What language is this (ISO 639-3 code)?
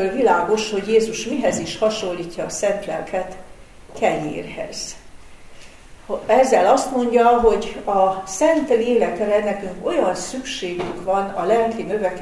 hun